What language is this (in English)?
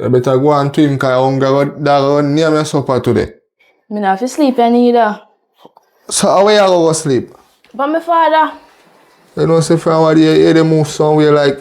Jamaican Creole English